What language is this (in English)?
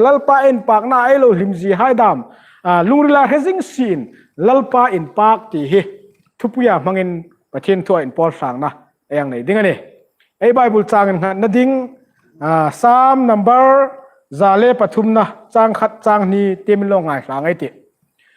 Hmar